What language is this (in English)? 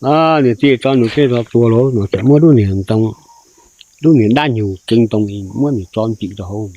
Hmong